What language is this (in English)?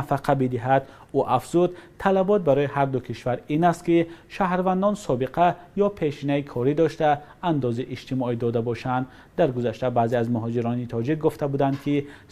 Tajik